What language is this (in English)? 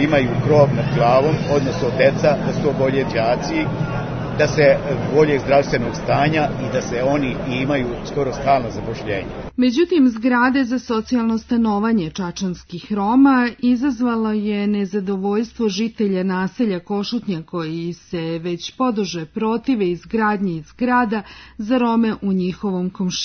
Serbian